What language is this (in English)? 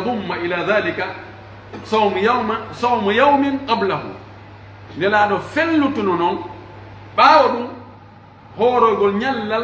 Pular